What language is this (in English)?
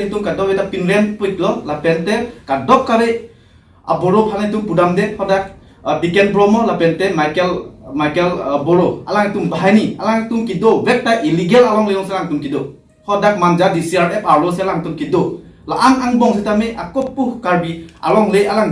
Karbi